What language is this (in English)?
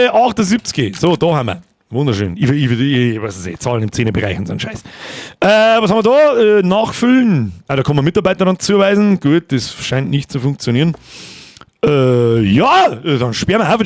Bavarian